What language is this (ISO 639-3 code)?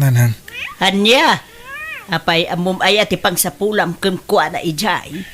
ilo